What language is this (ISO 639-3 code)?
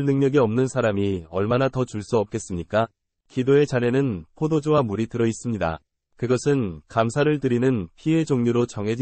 kor